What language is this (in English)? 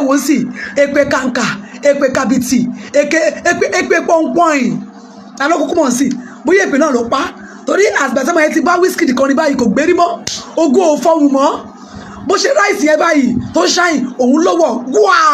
Yoruba